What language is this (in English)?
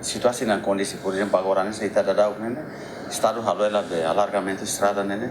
Tetum